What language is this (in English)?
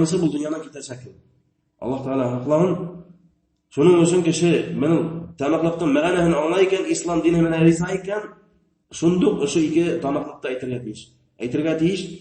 Bashkir